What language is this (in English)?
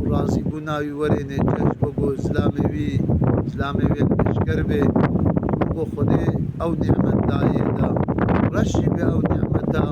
Kurdish